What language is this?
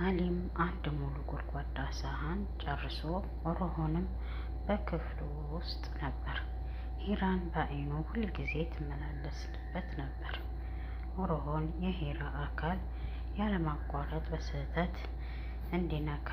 Amharic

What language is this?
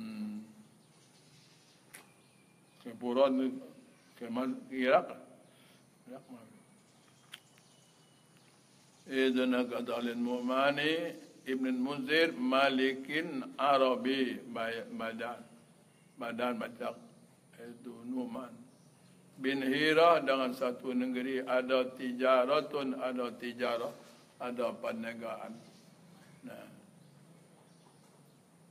Malay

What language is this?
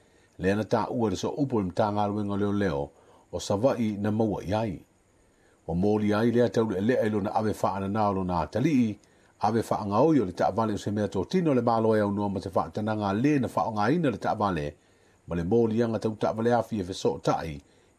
Samoan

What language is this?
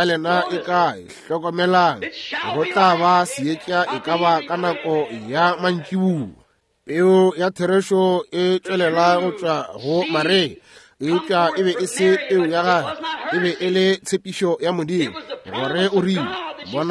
Northern Sotho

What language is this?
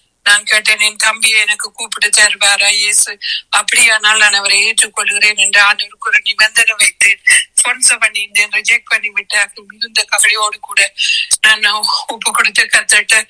Tamil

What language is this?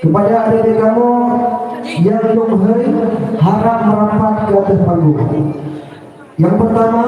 Achinese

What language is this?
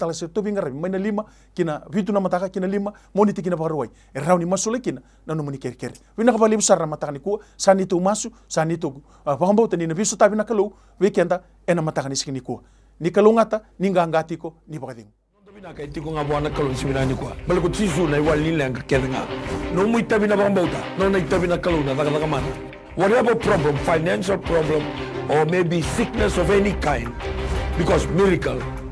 Fijian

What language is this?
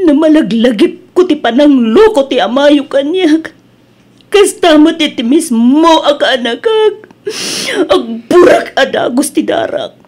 Iloko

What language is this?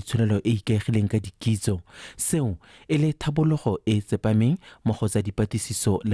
Tswana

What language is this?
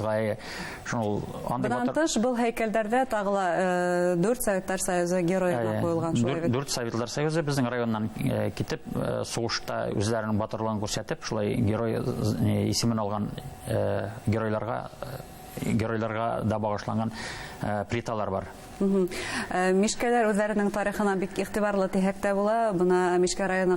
Bashkir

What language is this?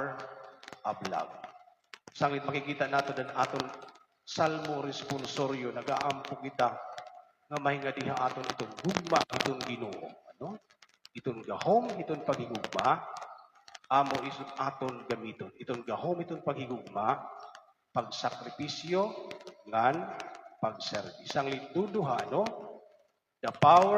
Waray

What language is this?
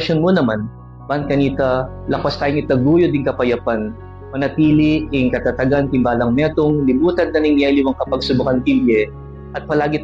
Pampanga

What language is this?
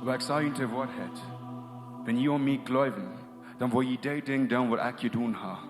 Plautdietsch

